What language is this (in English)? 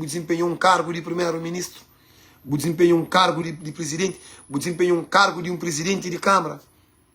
Kabuverdianu